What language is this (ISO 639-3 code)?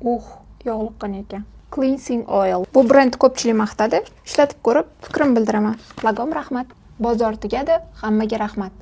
uzb